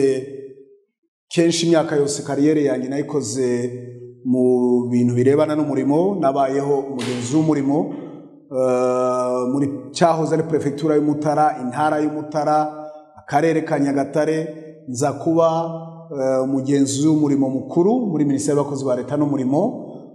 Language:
Kinyarwanda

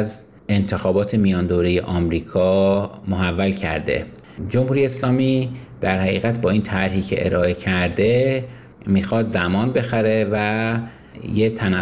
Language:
Persian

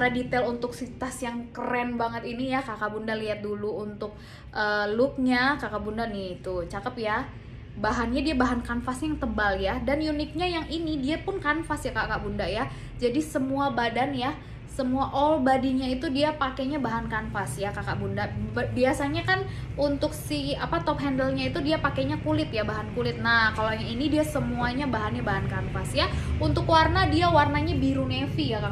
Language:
Indonesian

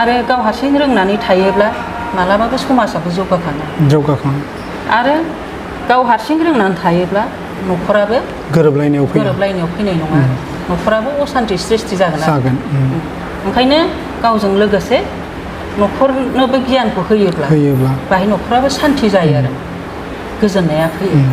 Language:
Bodo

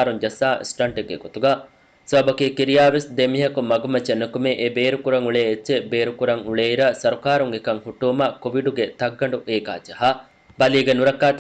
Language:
Divehi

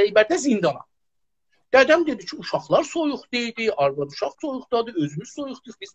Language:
South Azerbaijani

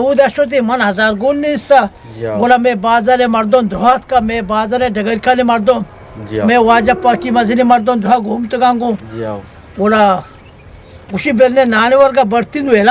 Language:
Eastern Balochi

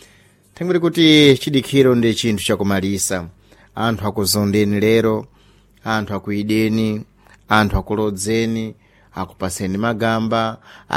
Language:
Sena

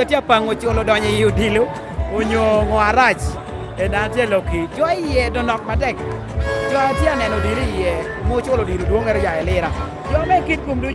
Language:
Lango (Uganda)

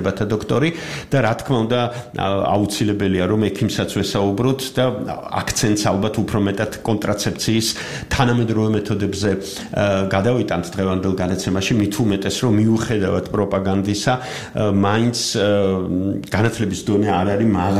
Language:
Georgian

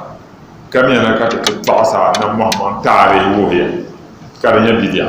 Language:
Dagbani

